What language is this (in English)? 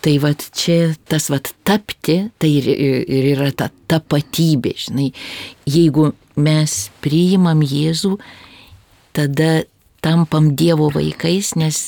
Lithuanian